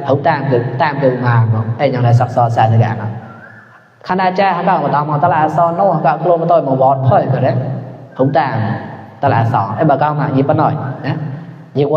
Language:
Mon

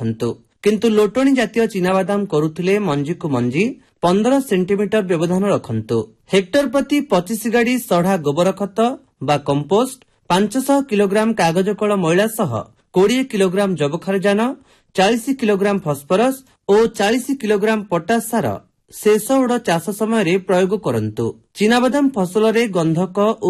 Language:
Odia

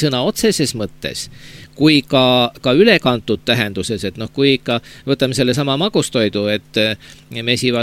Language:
Estonian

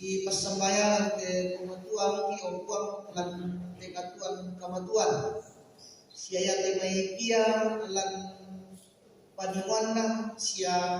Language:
Toraja-Sa'dan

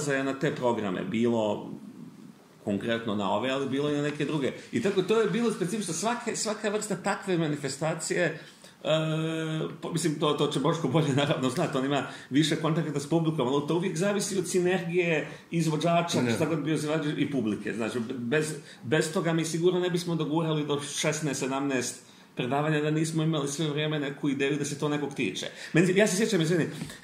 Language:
Serbian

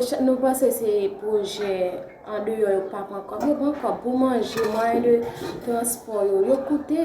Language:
Haitian Creole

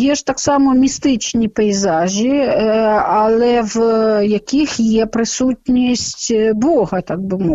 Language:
Ukrainian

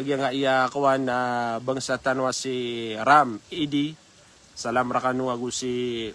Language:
Maranao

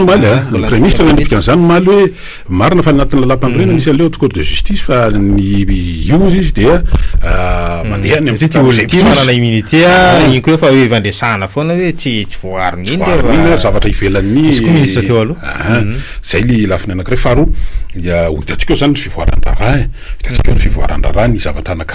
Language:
Malagasy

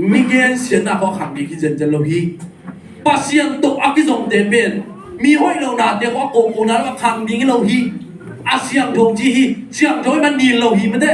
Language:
Tedim Chin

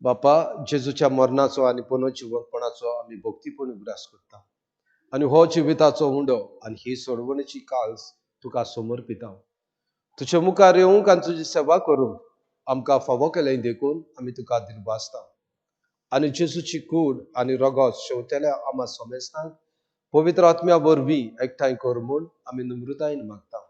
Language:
Konkani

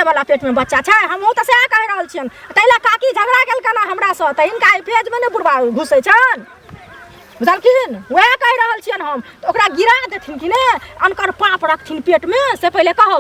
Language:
Maithili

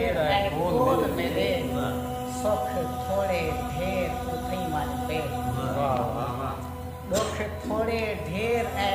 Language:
Saraiki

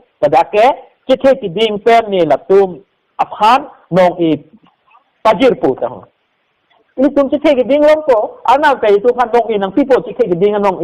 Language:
Karbi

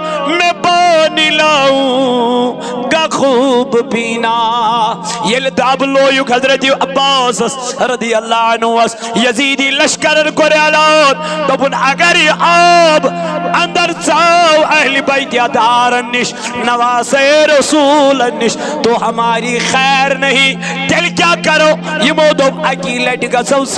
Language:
Kashmiri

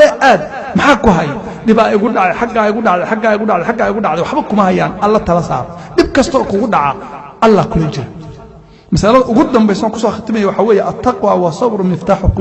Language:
Somali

